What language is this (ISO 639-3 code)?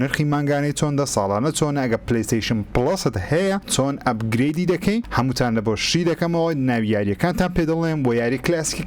ckb